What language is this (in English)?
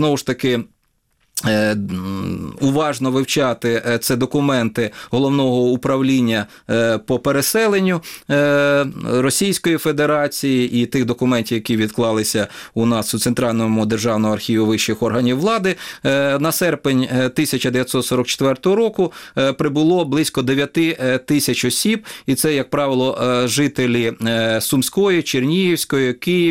Ukrainian